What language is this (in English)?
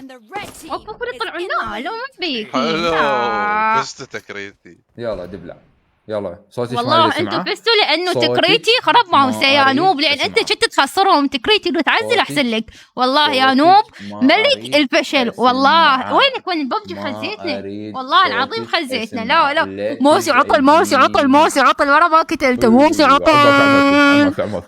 Mesopotamian Arabic